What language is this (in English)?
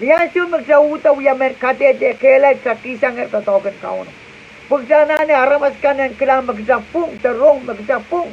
Pohnpeian